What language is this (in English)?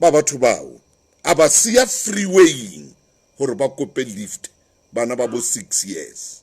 Southern Sotho